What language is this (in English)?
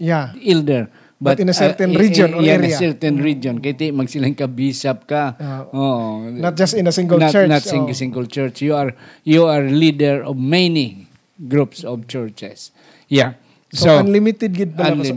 Hiligaynon